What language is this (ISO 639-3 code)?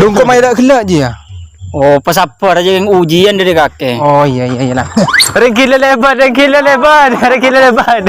mad